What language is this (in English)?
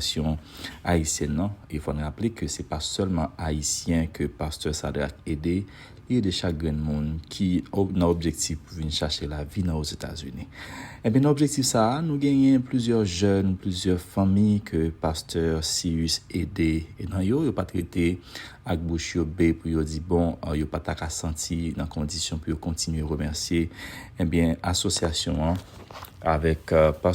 Haitian Creole